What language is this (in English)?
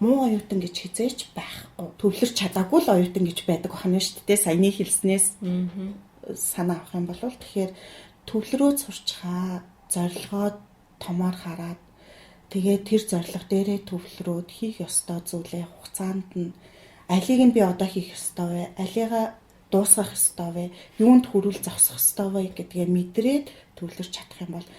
Mongolian